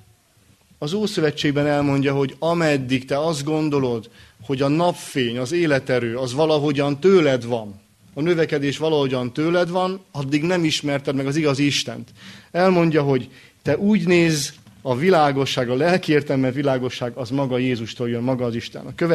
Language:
Hungarian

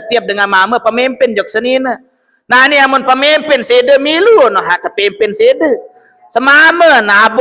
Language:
Sasak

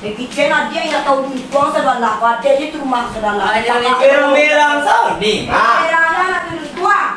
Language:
Minangkabau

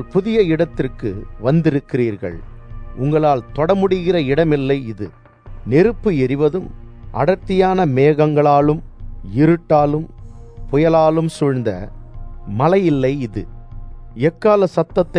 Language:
Tamil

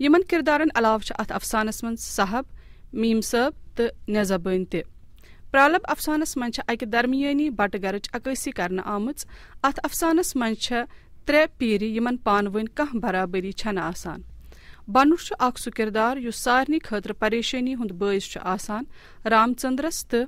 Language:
Kashmiri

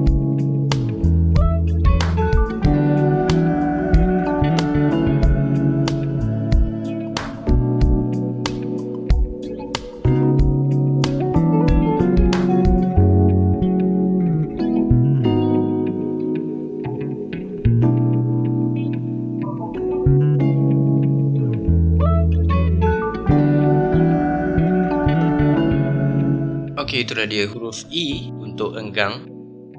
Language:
Malay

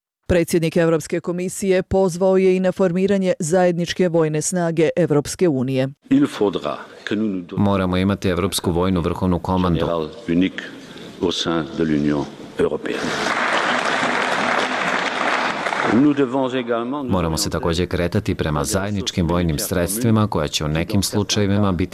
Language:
Bosnian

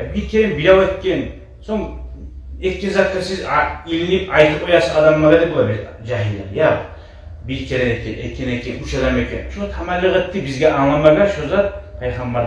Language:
Kumyk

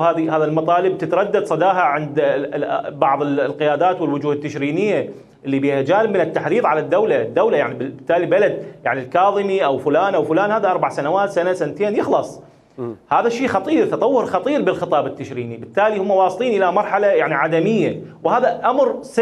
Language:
Mesopotamian Arabic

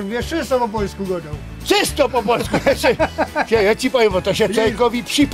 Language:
Silesian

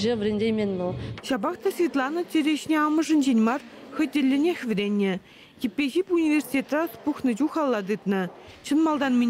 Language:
Chuvash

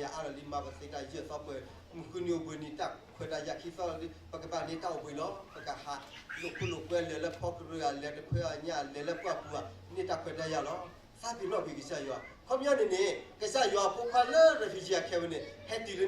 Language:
S'gaw Karen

